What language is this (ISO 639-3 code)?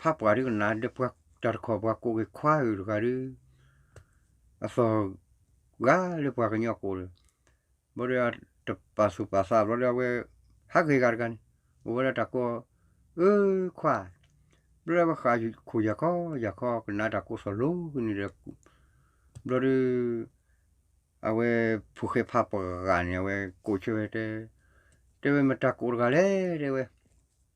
ksw